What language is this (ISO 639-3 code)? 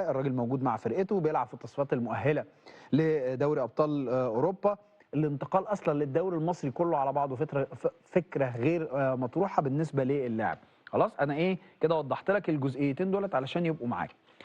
arz